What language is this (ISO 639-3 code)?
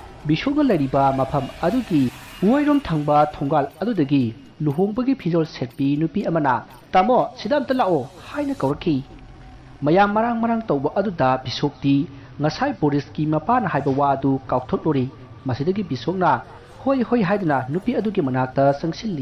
mni